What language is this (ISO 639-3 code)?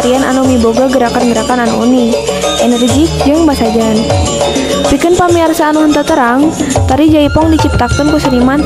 sun